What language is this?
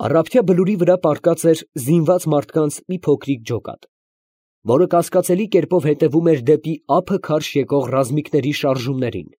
Armenian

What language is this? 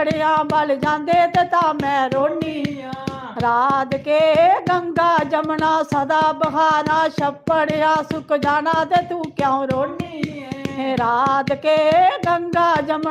Dogri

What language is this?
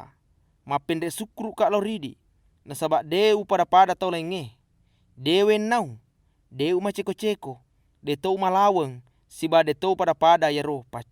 Buginese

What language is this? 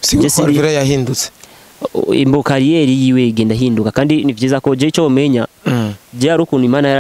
Rundi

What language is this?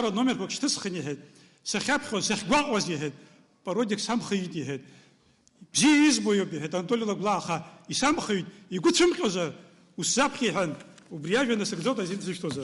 Abkhazian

